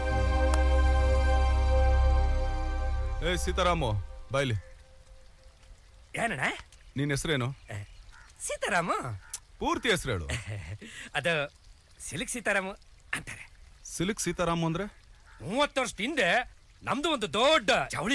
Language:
Kannada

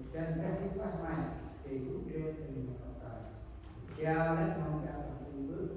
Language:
Central Mnong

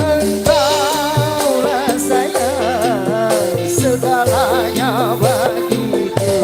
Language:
Betawi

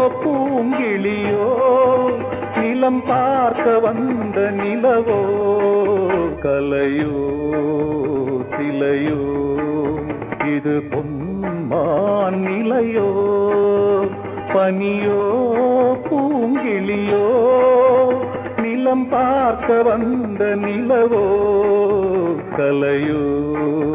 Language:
Tamil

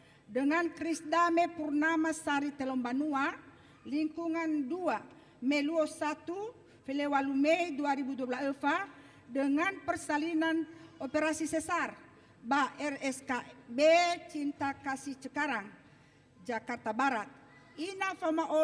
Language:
Nias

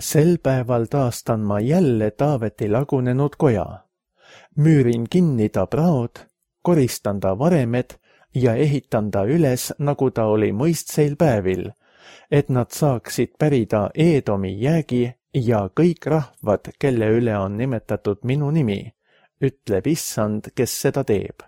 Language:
Estonian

